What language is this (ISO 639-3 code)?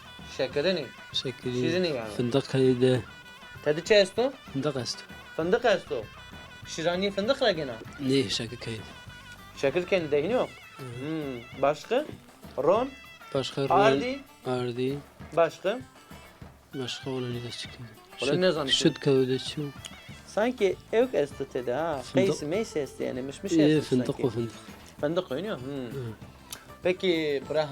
zza